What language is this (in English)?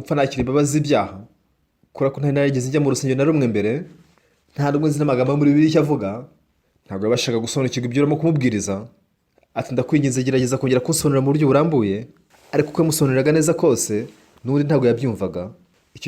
Kinyarwanda